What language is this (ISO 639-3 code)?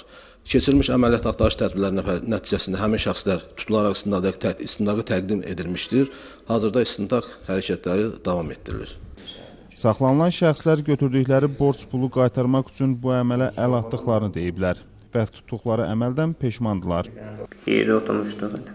aze